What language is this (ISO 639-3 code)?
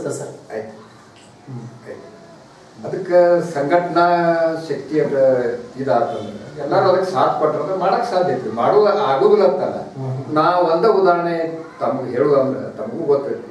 kan